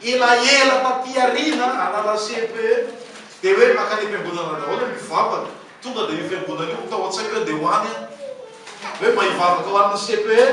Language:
Malagasy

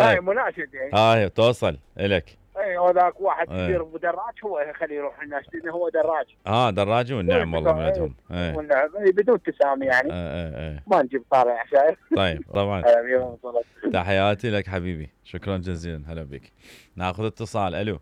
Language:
Mesopotamian Arabic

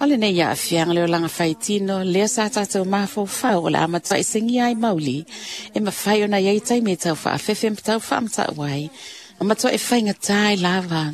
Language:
Samoan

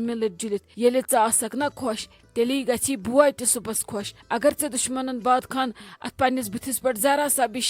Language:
Kashmiri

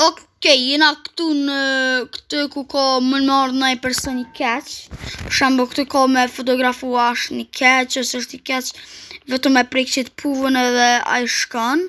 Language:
Albanian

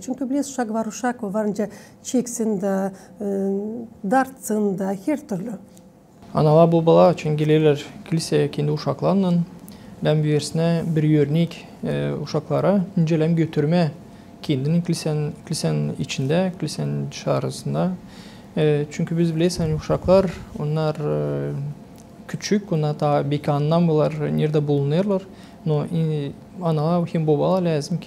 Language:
Gagauz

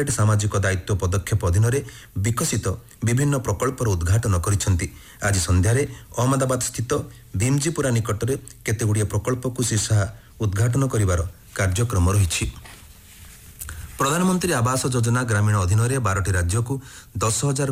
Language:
Odia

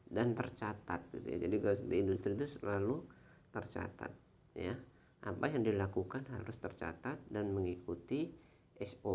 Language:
Indonesian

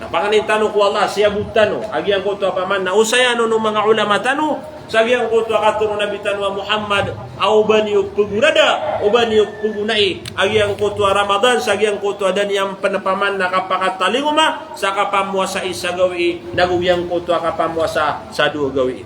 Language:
Maranao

